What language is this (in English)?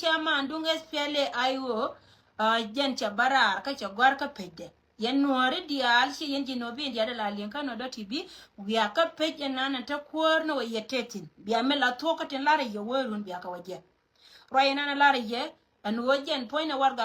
Nuer